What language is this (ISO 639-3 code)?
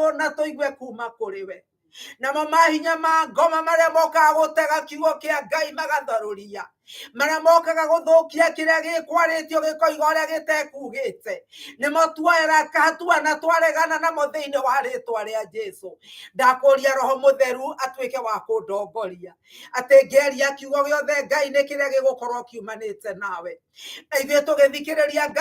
kik